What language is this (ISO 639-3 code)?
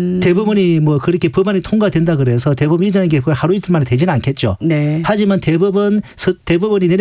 kor